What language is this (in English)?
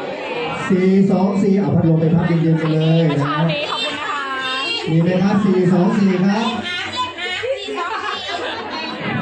Thai